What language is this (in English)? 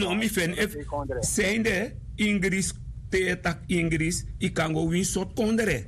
Sranan Tongo